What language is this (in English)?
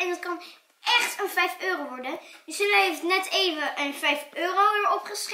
Dutch